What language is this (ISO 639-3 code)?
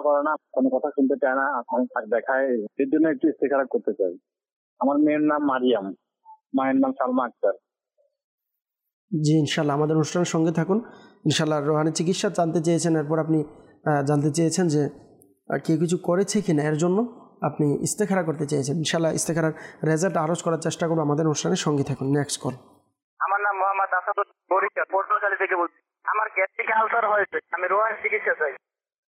ben